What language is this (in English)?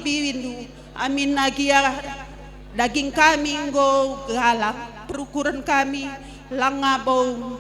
Batak Karo